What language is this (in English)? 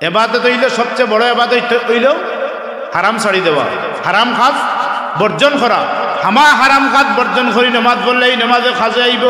Sylheti